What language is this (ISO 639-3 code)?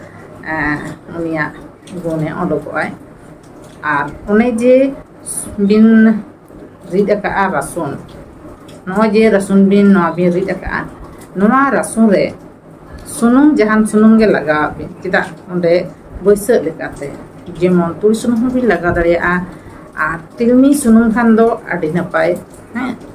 sat